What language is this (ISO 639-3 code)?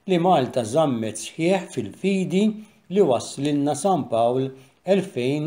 mlt